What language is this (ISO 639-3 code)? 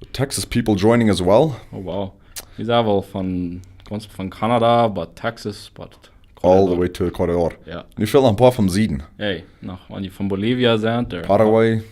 pdt